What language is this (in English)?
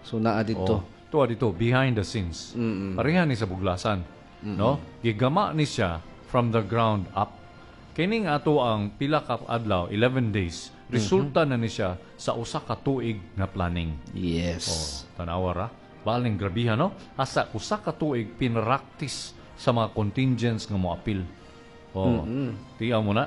Cebuano